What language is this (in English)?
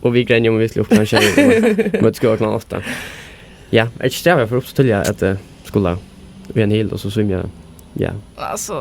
Faroese